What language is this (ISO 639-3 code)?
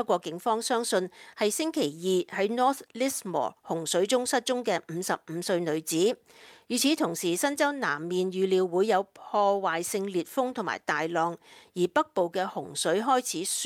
yue